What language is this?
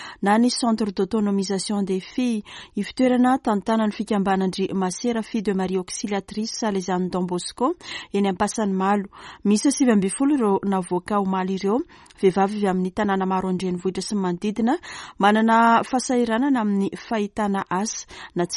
Malagasy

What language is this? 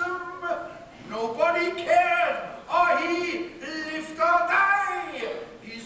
Limburgish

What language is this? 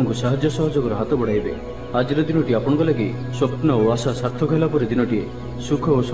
Odia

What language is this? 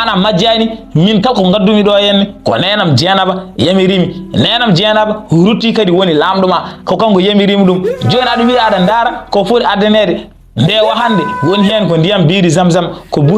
Fula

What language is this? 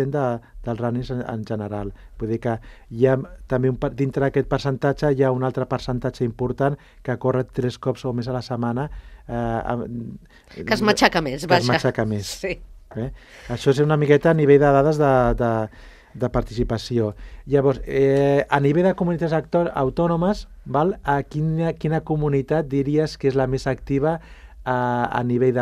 Catalan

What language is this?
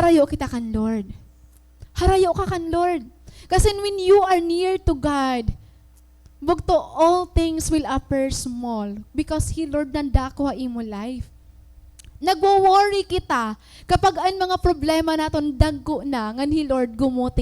Waray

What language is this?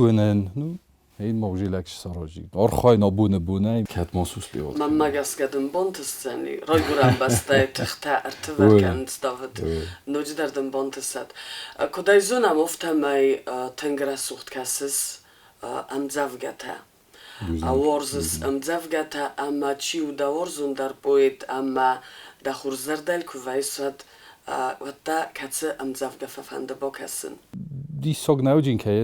Ossetic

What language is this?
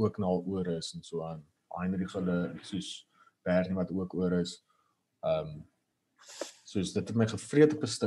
Afrikaans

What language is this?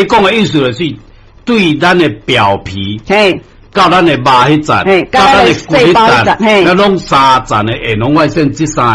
Min Nan Chinese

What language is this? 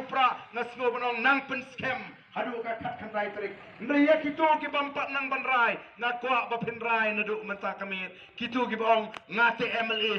Khasi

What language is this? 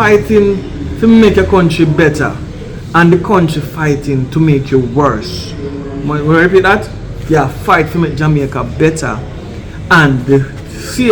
Jamaican Creole English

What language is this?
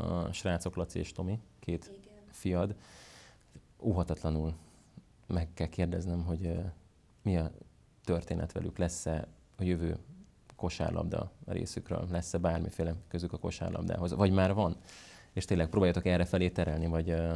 Hungarian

